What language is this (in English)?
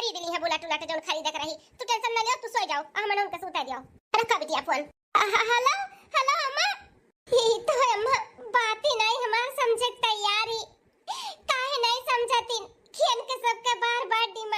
Bhojpuri